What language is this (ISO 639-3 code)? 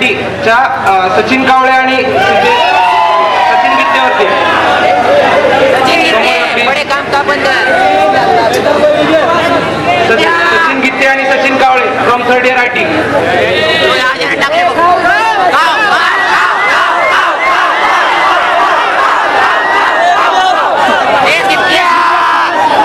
mar